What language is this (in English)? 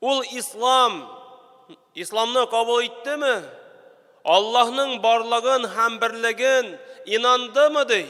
Tatar